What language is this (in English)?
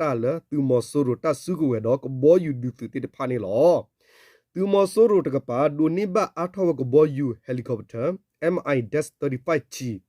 S'gaw Karen